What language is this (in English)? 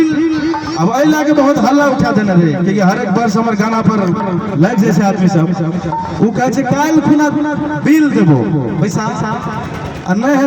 Maithili